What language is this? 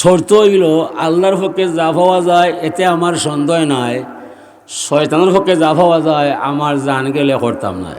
Sylheti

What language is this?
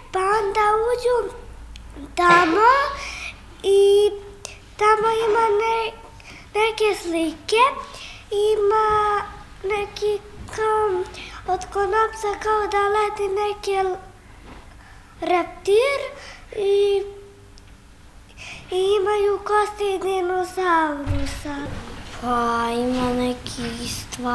Serbian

